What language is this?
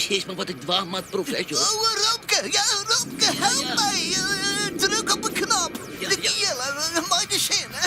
Western Frisian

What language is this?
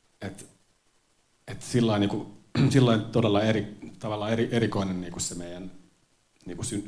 Finnish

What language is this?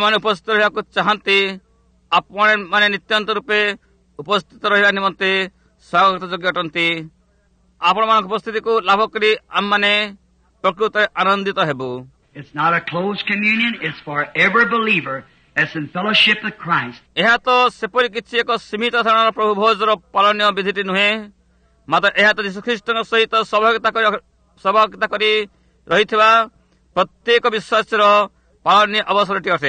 Odia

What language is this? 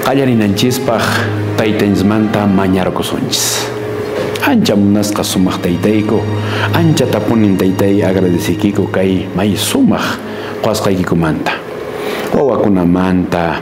Quechua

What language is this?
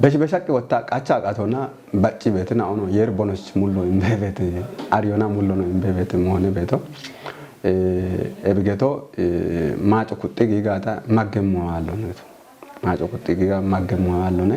Kafa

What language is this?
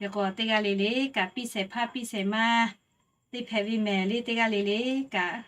Lahu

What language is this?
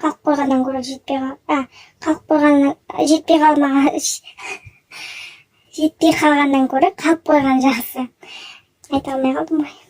Kazakh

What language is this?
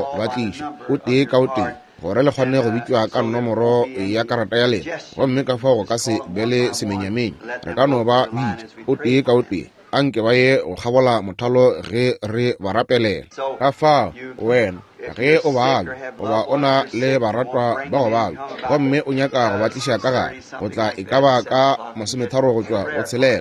Northern Sotho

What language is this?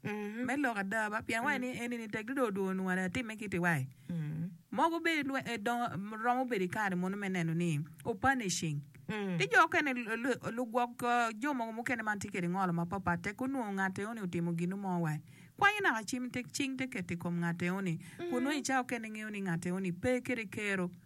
Acoli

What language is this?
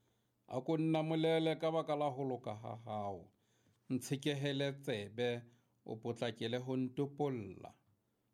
Southern Sotho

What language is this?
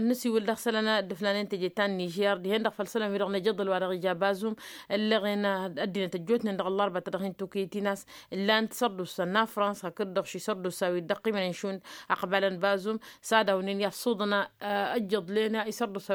Tamasheq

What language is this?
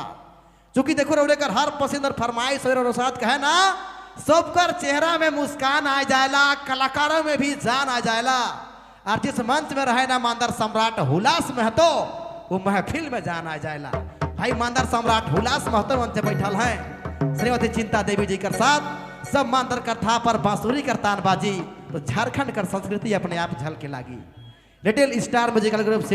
Sadri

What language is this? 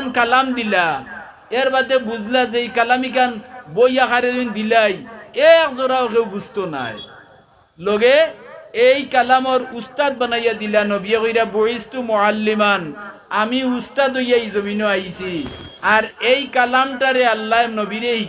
Sylheti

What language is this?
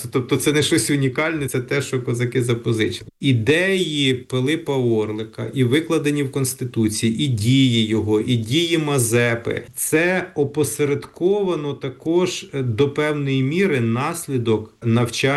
Ukrainian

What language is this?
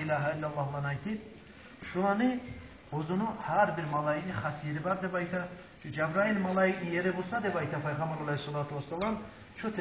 Kumyk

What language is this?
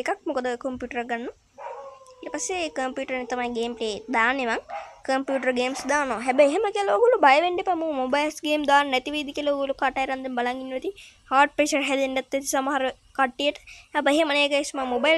Sinhala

